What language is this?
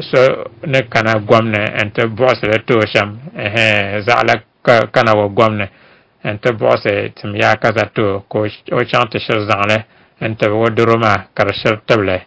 Dagbani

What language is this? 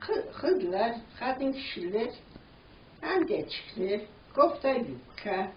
Crimean Tatar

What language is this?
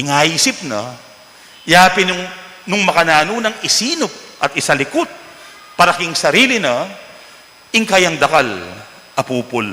Pampanga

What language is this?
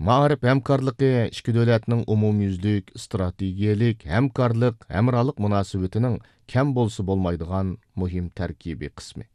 Uyghur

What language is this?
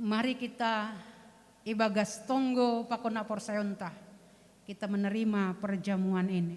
Batak Simalungun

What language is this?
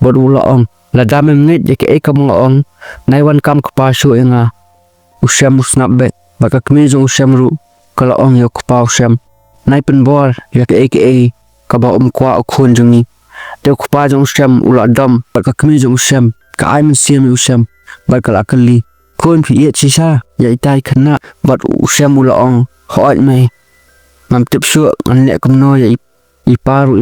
Khasi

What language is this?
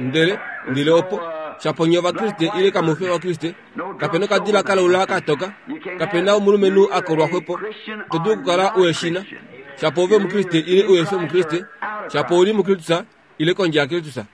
Kuanyama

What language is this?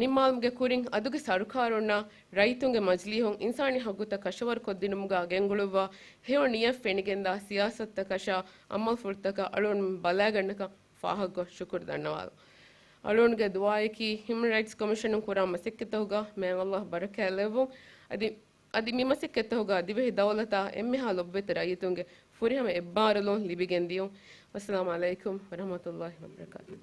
Divehi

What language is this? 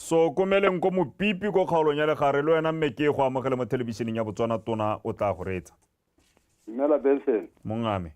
Tswana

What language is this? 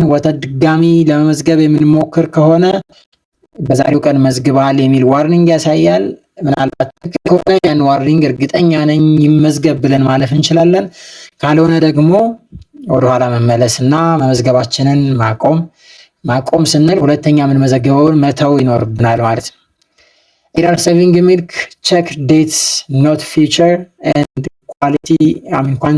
Amharic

